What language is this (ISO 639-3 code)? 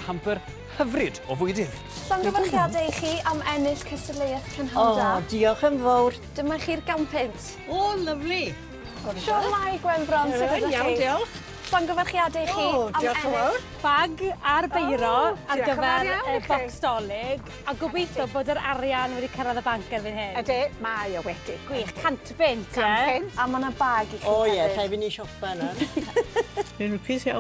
cym